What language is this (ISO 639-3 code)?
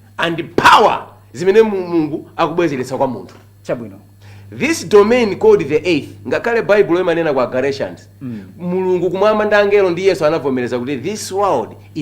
nya